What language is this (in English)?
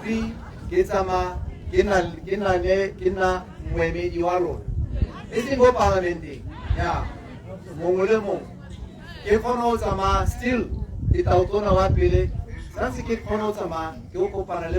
Tswana